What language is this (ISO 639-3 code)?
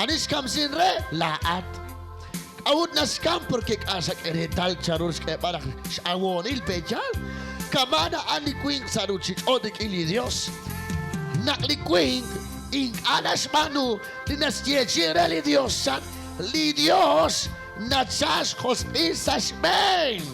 kek